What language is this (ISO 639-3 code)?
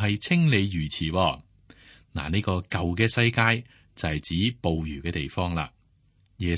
yue